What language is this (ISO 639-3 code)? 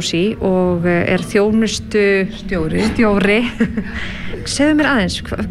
isl